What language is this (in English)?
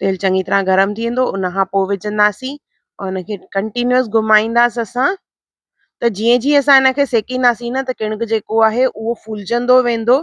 Sindhi